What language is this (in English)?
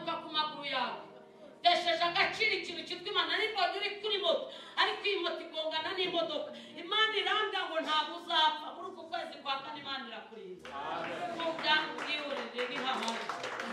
Kinyarwanda